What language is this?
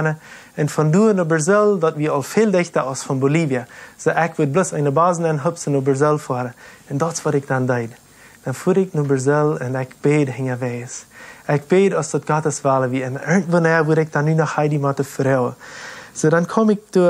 Plautdietsch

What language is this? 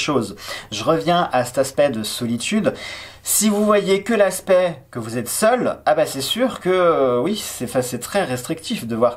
French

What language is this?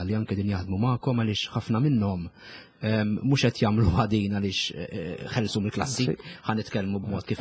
Maltese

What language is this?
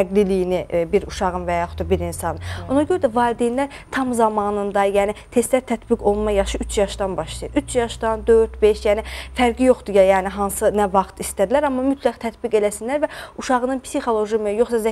Azerbaijani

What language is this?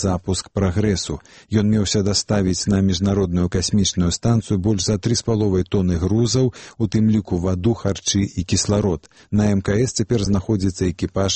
Belarusian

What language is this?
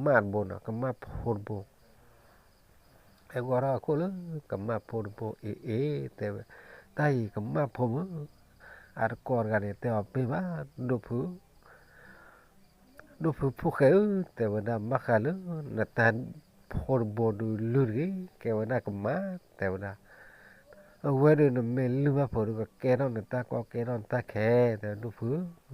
S'gaw Karen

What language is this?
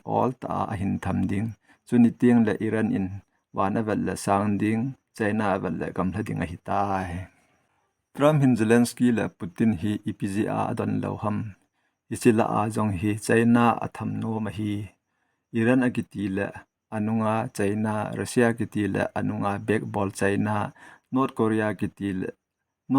Thado Chin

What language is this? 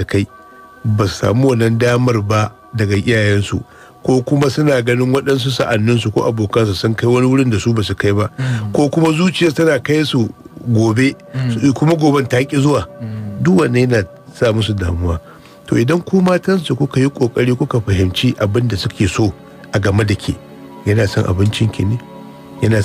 Hausa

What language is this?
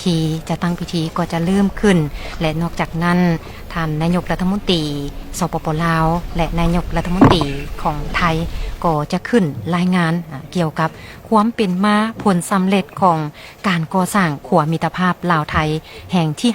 Lao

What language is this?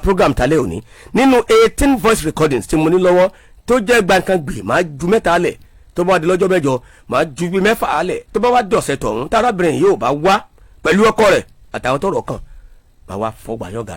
Yoruba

